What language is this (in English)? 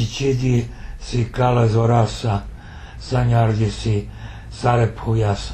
Serbian